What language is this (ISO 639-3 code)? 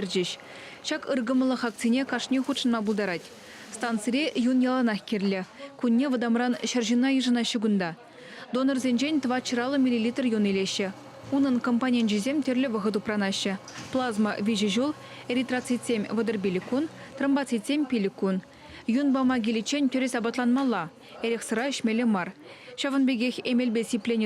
chv